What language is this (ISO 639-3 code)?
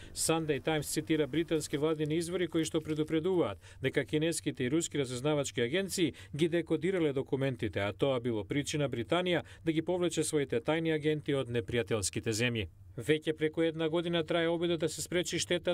mkd